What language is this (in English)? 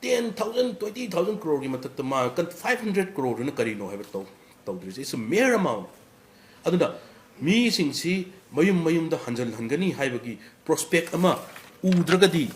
Manipuri